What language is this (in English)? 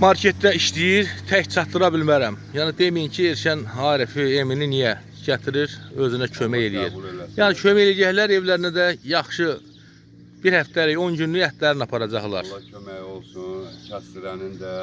Azerbaijani